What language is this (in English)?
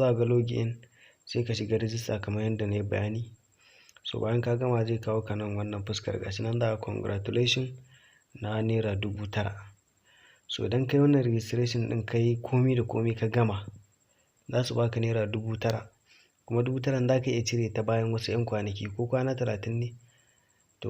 Hausa